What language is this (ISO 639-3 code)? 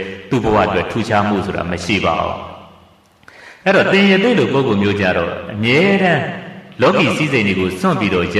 mya